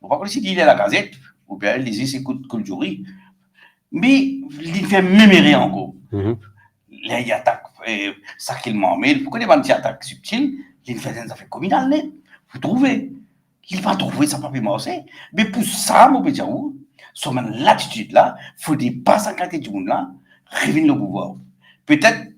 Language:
Morisyen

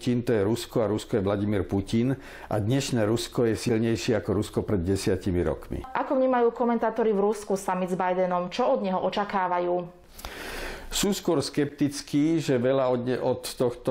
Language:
Slovak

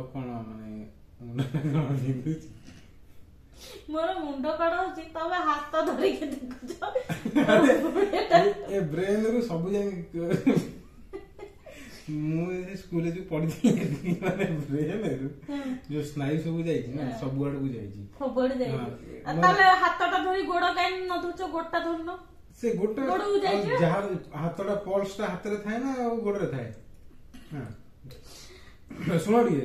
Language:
Odia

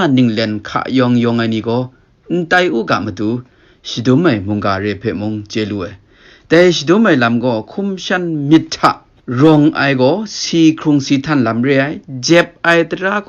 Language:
Kachin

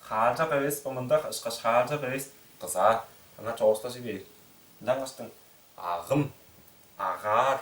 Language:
Tuvinian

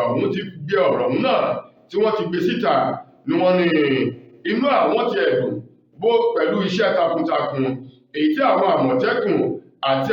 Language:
Yoruba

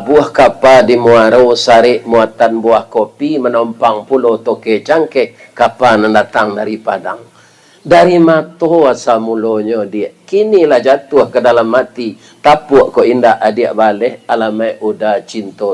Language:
Minangkabau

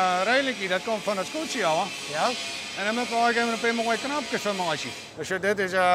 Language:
Western Frisian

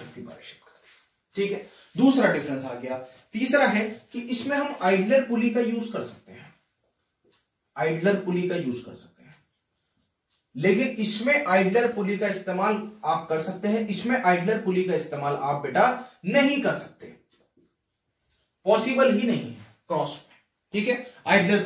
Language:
Hindi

